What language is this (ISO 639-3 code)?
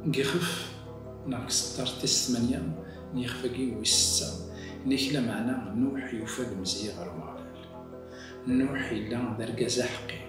kab